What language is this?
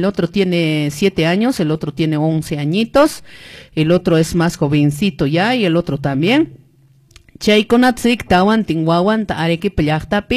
Quechua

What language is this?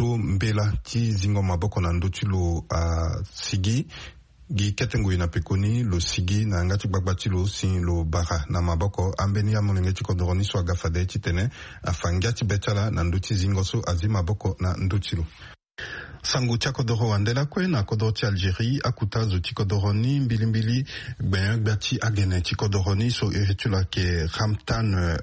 Sango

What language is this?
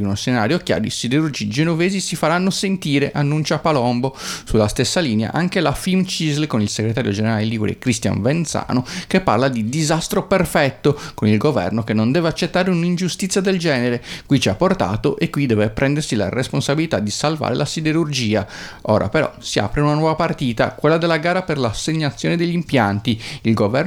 Italian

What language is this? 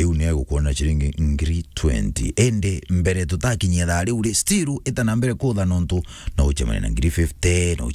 Meru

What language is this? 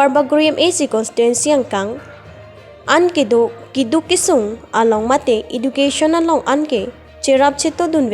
Karbi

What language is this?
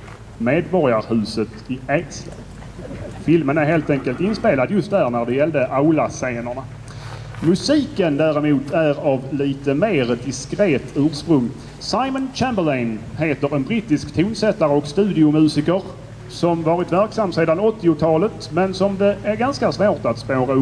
Swedish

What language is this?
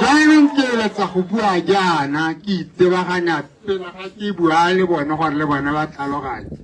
Tswana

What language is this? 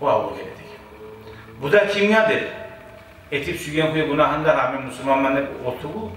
Kumyk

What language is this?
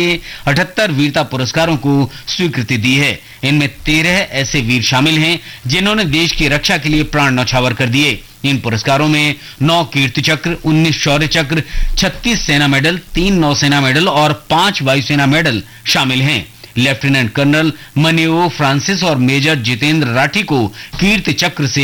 Hindi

